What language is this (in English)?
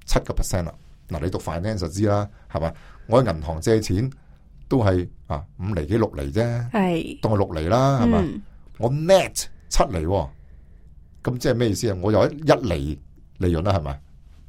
Cantonese